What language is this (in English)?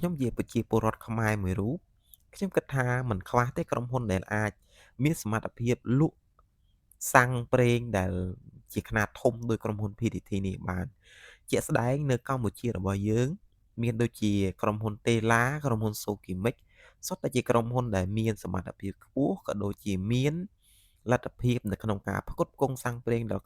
Khmer